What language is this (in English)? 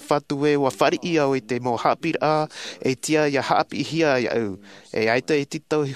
Tahitian